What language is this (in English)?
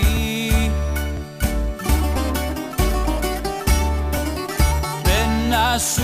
Greek